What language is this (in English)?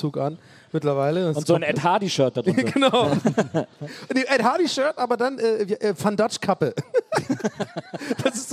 German